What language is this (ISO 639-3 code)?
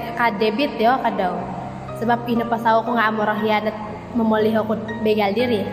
dtp